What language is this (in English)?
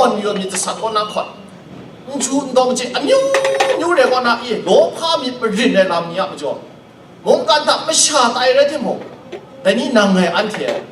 Kachin